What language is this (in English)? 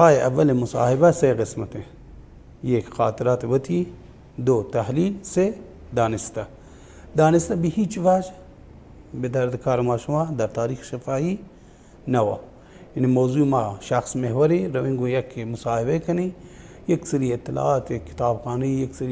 Baluchi